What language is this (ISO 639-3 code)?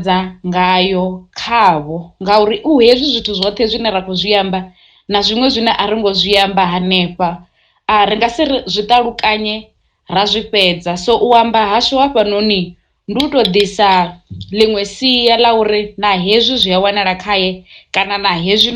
ven